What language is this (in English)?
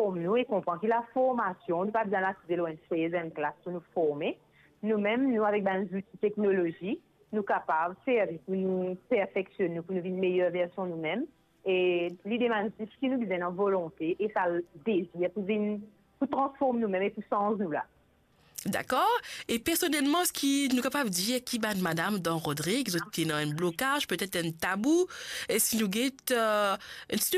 Morisyen